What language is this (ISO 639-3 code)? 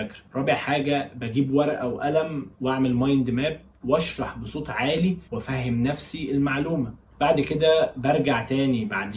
arz